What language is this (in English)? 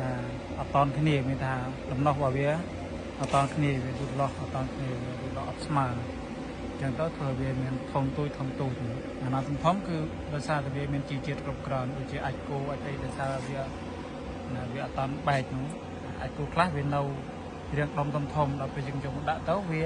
Khmer